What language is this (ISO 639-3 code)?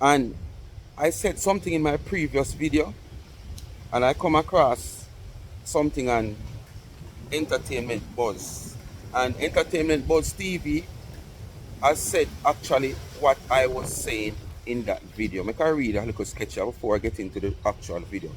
jam